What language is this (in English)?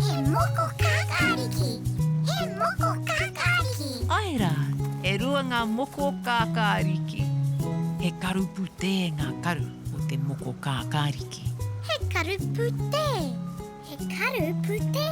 Māori